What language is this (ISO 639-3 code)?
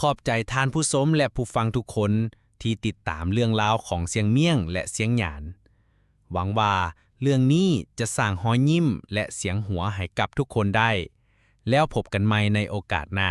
lao